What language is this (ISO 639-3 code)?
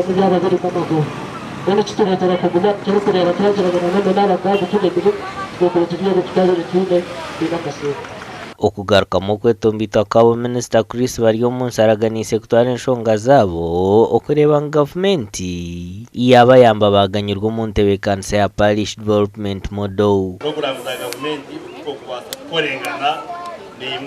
nyn